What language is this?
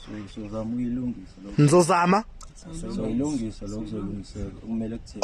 Zulu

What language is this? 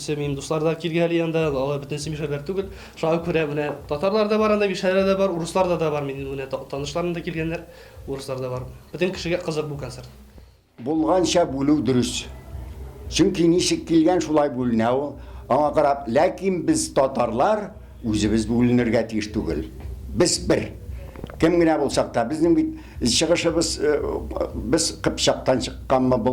Tatar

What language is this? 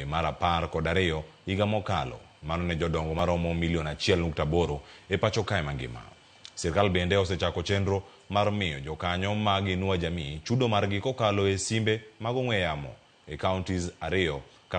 Luo (Kenya and Tanzania)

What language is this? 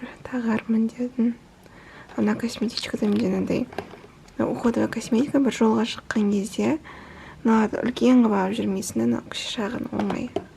Kazakh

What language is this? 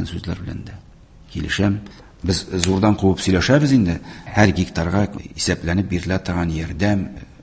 Tatar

